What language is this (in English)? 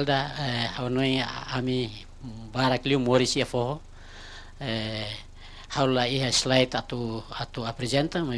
Tetum